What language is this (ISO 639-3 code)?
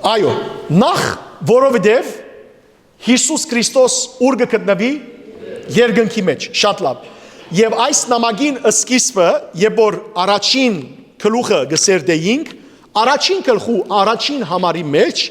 hyw